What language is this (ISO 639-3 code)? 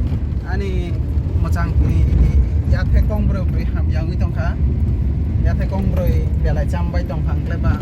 trp